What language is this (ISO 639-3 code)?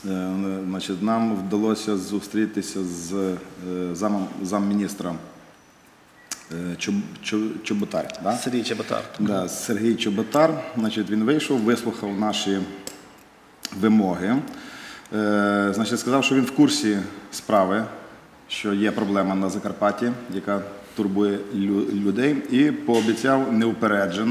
ukr